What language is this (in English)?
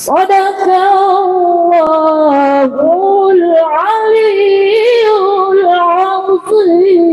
Buginese